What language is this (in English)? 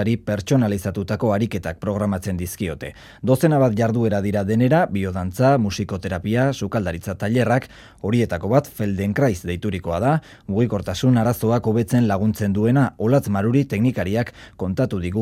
Basque